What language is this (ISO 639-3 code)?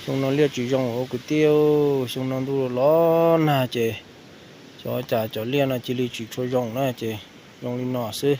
hmn